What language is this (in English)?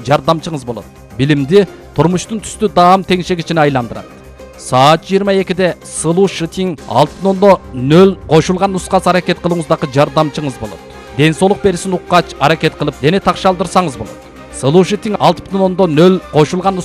Kyrgyz